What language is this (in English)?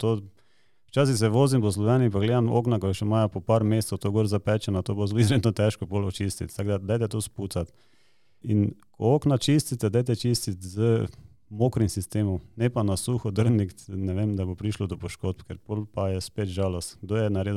Slovenian